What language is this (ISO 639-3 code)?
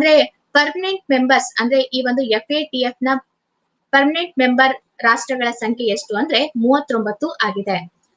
kan